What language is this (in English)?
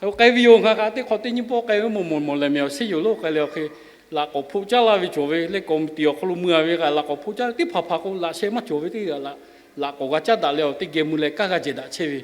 Lahu